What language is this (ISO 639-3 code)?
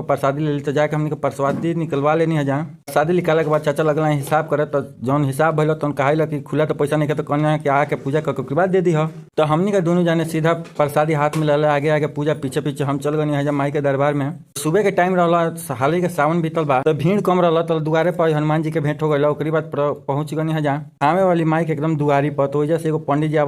bho